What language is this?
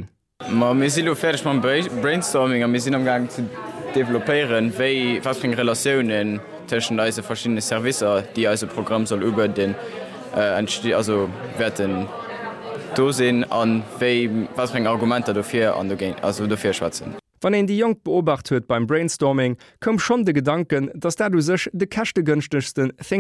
Luxembourgish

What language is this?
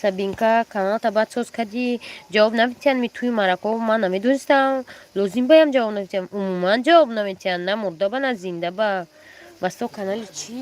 Tajik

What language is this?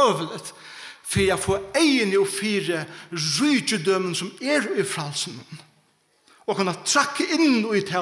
Faroese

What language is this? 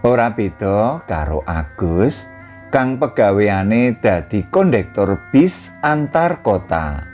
Javanese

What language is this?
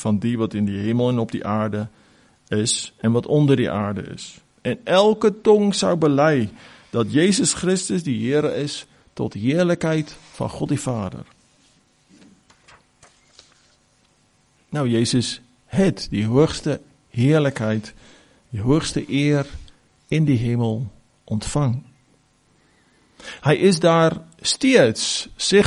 Afrikaans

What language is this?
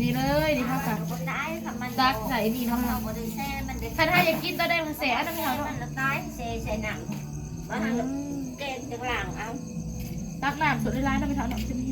Northeastern Thai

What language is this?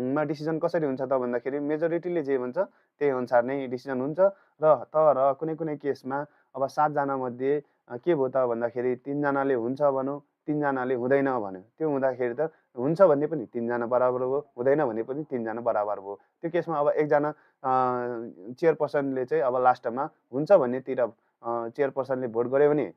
Nepali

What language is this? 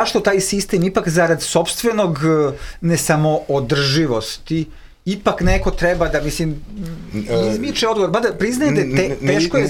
Serbian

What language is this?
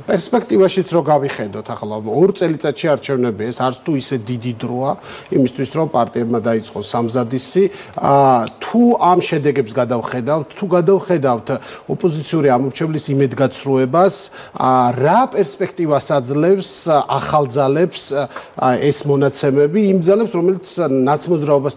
Georgian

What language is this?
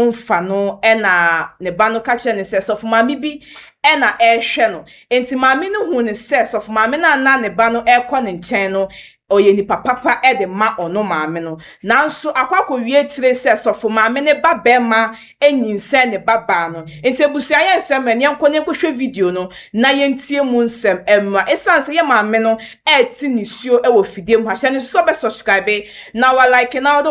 Akan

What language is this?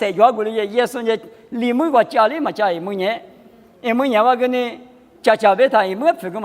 Lisu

